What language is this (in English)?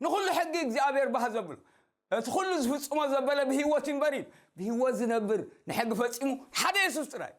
Tigrinya